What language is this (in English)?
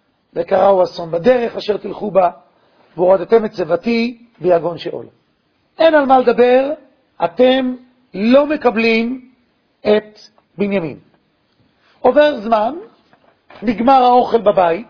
Hebrew